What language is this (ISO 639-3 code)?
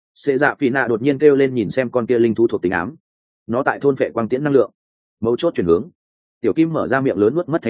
vie